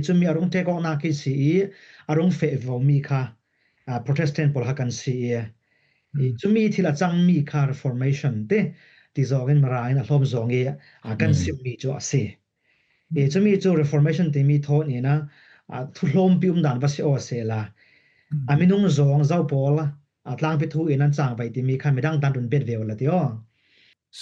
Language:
Falam Chin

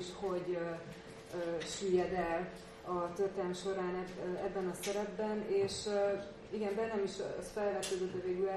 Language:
Hungarian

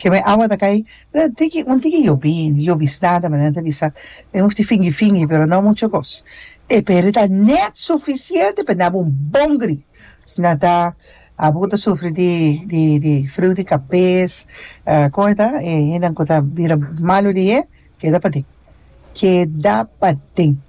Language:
Papiamento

